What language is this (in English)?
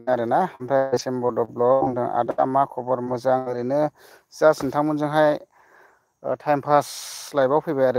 Bodo